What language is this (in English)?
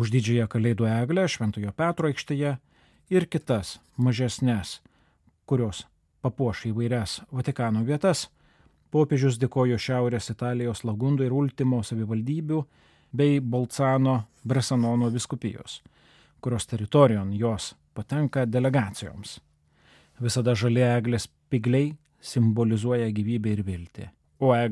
Lithuanian